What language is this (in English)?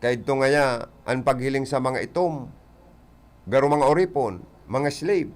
Bikol